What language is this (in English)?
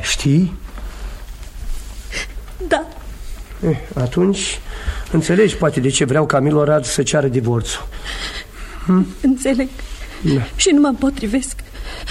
Romanian